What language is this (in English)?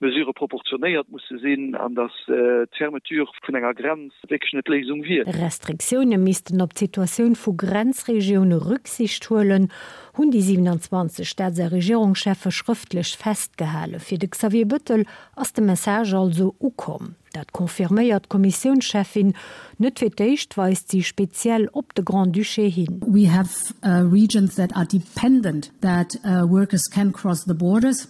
Luxembourgish